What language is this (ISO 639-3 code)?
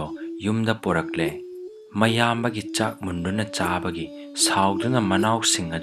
mni